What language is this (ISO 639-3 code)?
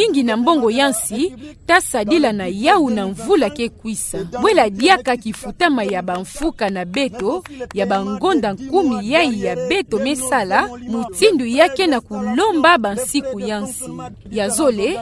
ktu